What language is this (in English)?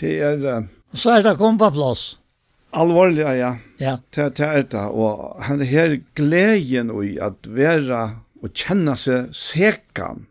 Faroese